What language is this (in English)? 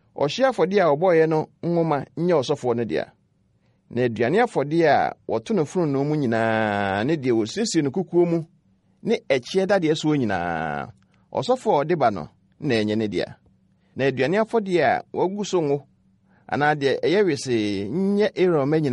Akan